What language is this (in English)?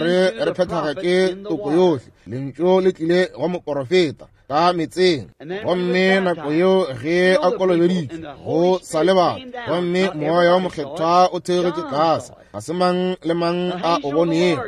Northern Sotho